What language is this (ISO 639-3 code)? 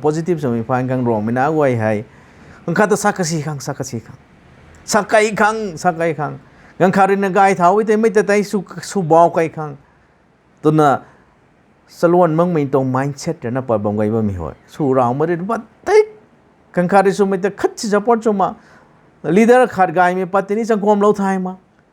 nbu